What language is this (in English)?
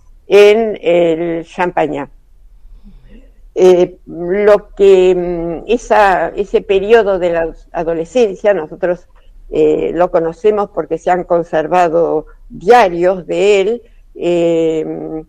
Spanish